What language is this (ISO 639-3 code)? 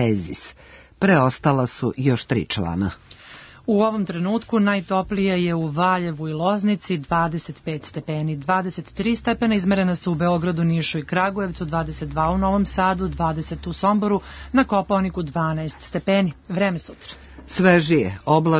srp